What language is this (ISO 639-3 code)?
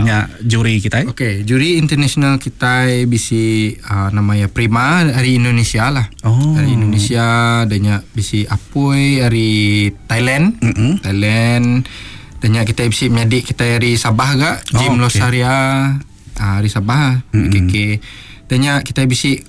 iba